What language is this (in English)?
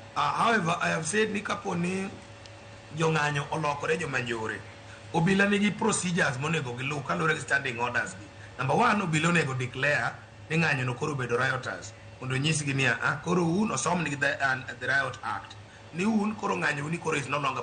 Luo (Kenya and Tanzania)